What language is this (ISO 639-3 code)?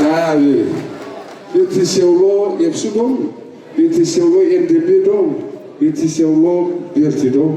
brx